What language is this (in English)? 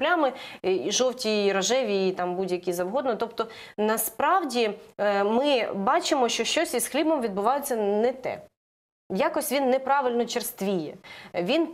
Ukrainian